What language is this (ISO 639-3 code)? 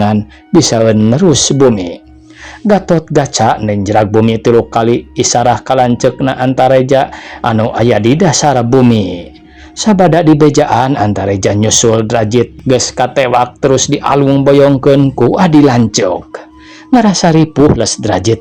sun